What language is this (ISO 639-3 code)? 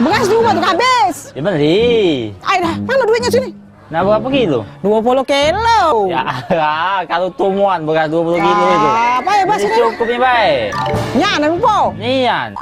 mui